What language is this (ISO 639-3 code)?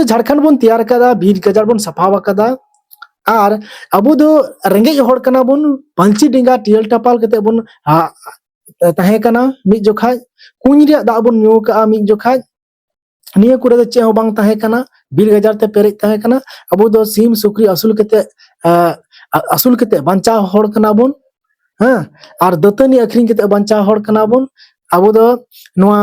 sat